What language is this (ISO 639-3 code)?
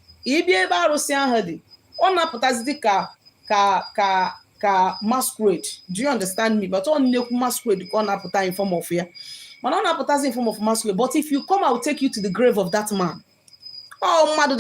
ibo